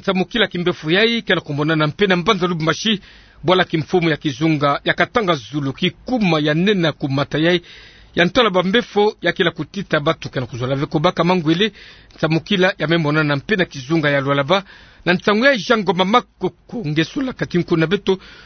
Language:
Kituba (Democratic Republic of Congo)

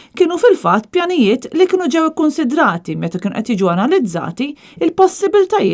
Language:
Maltese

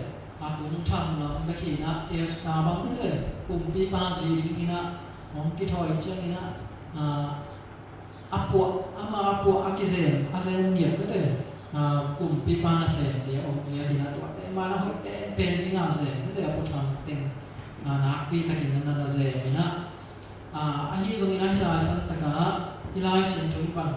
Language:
Tedim Chin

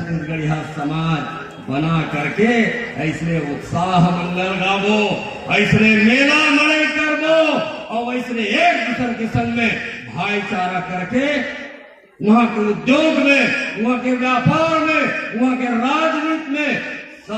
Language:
Chhattisgarhi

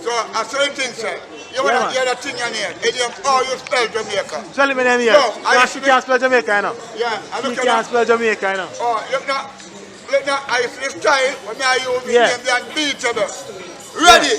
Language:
Jamaican Creole English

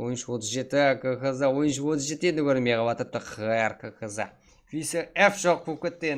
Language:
Kara-Kalpak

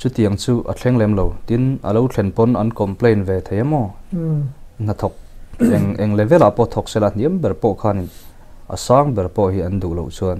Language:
Mizo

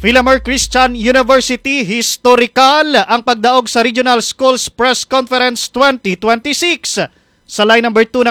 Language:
Hiligaynon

